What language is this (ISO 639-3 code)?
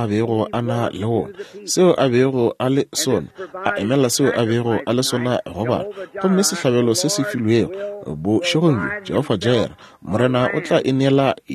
nso